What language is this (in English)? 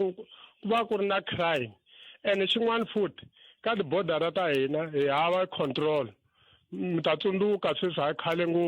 Tsonga